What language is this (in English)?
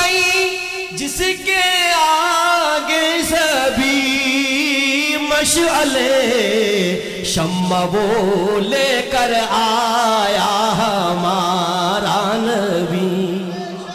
Urdu